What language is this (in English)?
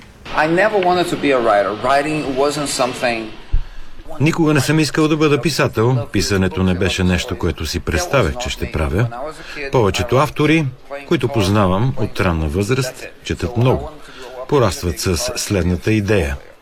Bulgarian